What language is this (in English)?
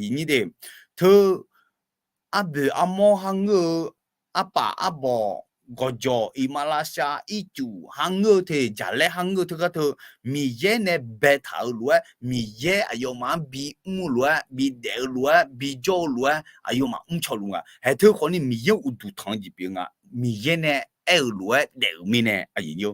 Akha